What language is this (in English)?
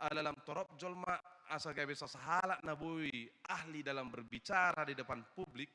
Batak Toba